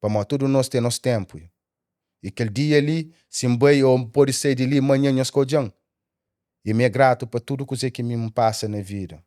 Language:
Kabuverdianu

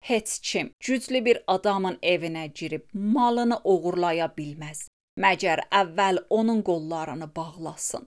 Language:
Azerbaijani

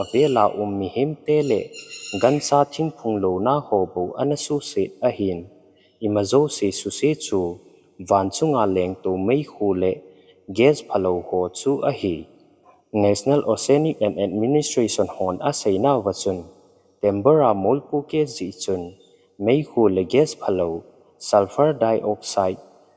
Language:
Thado Chin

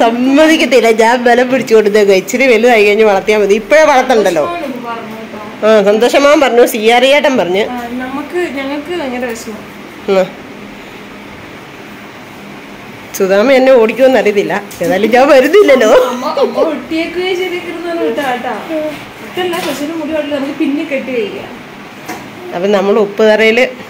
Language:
Malayalam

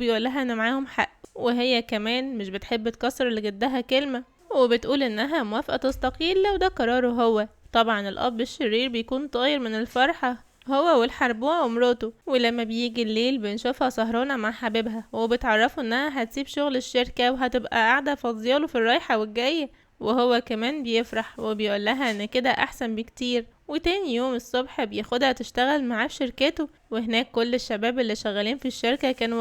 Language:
Egyptian Arabic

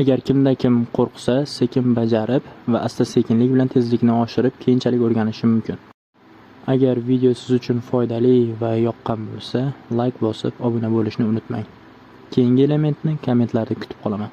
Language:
Uzbek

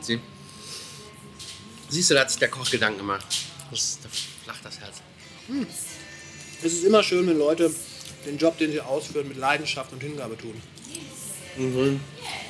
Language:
German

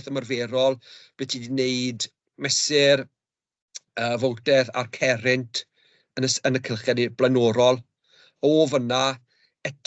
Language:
Welsh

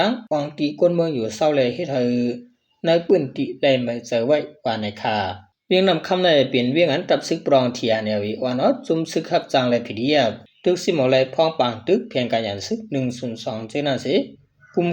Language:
Shan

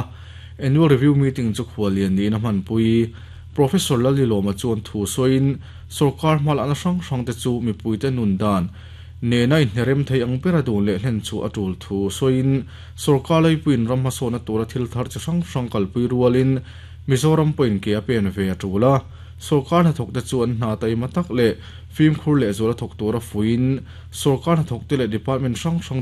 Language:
Mizo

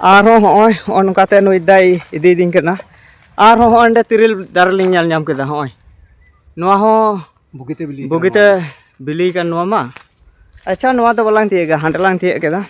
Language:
Santali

